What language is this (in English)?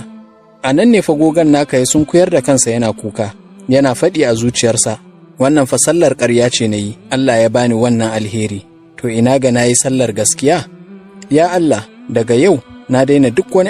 Hausa